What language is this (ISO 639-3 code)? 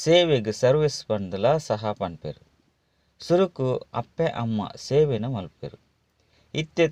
tcy